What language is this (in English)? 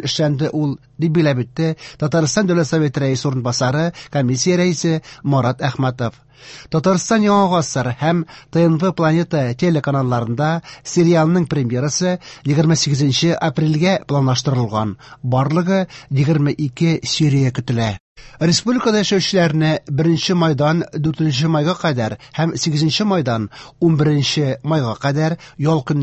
Tatar